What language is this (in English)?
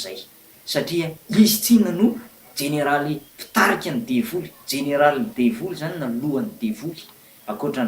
Malagasy